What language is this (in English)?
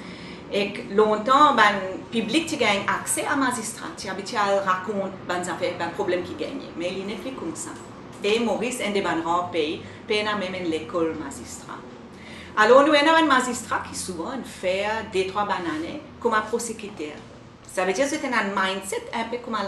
Morisyen